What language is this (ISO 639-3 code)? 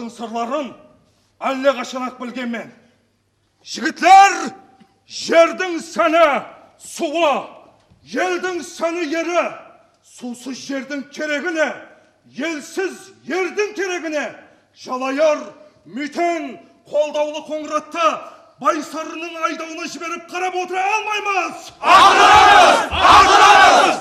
kaa